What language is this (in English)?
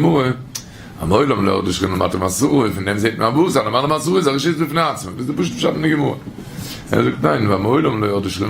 Yiddish